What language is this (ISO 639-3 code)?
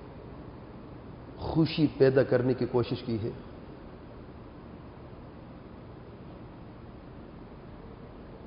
urd